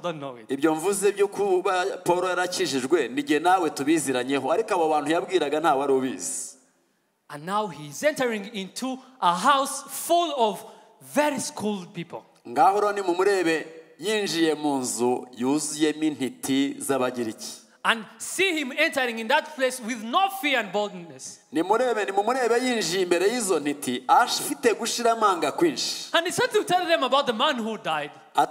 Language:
Kinyarwanda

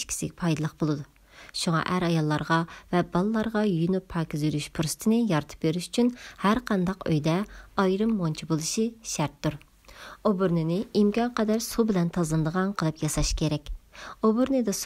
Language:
Uyghur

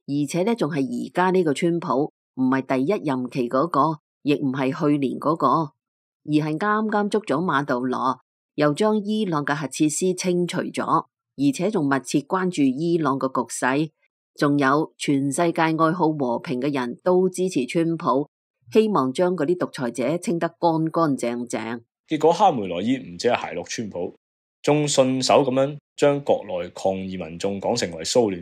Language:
Cantonese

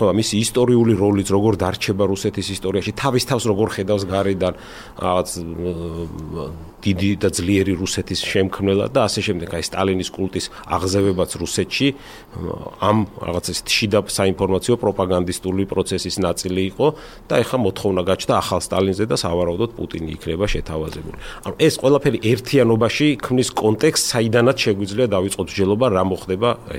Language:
Georgian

